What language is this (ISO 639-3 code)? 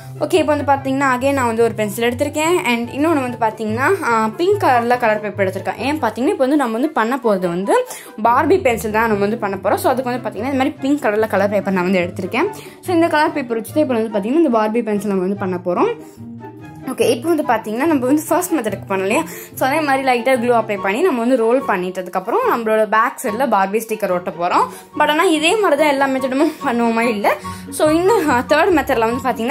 tam